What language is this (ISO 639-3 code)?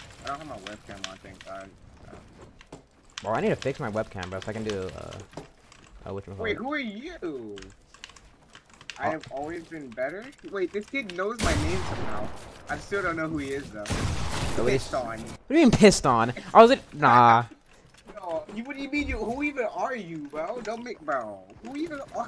eng